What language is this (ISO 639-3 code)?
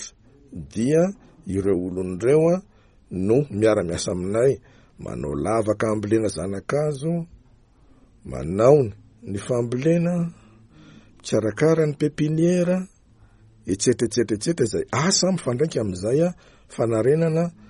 mlg